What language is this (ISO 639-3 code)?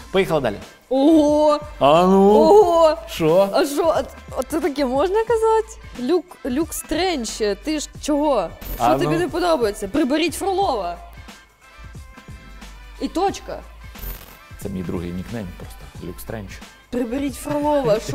ukr